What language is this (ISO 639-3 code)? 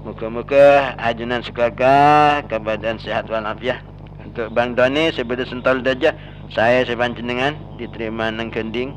mad